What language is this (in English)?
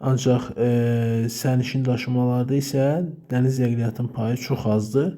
Azerbaijani